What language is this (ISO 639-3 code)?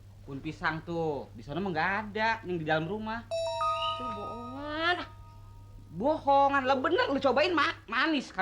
bew